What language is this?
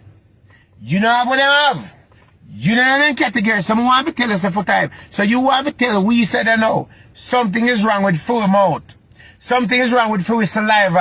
Jamaican Creole English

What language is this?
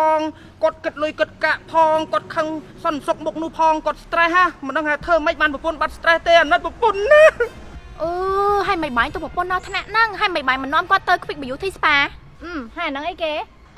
Khmer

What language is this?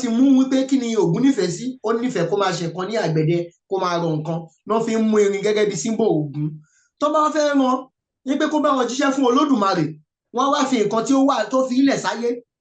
Yoruba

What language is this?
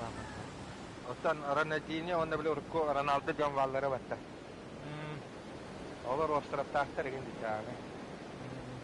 Yakut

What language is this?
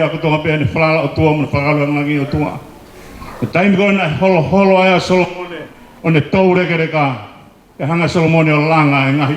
Tongan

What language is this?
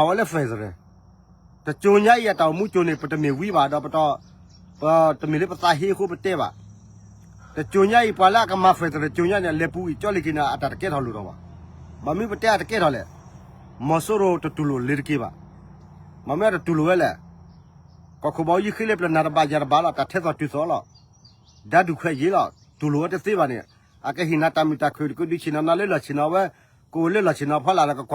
S'gaw Karen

